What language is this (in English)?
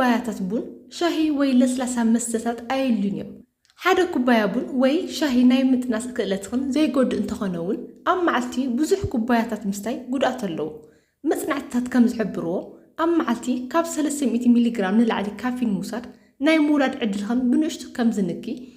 Tigrinya